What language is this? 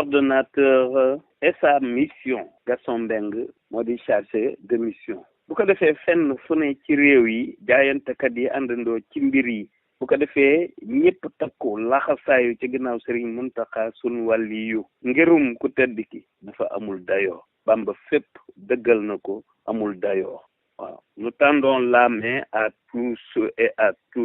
Wolof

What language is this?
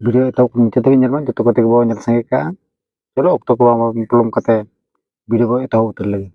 Santali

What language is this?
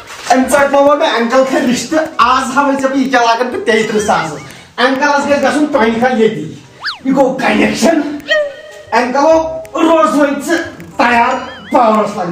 Kashmiri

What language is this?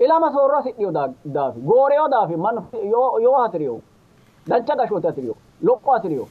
Sidamo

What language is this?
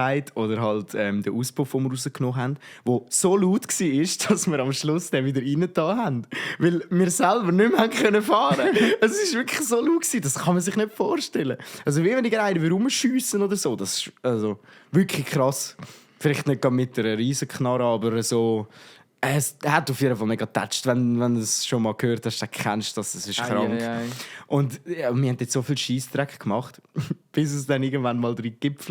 Swiss German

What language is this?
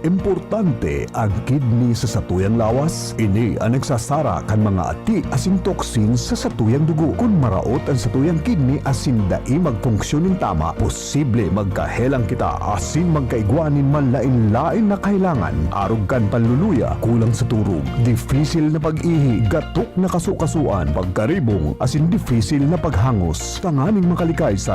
Bikol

